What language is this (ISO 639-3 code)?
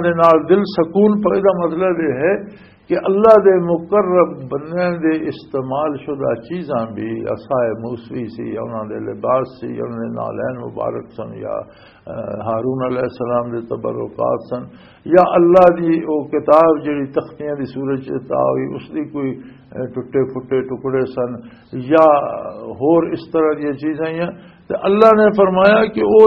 lah